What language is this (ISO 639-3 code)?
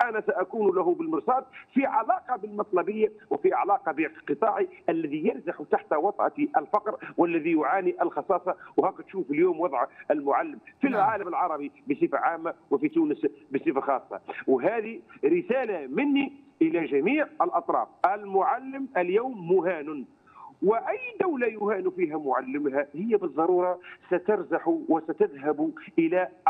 aeb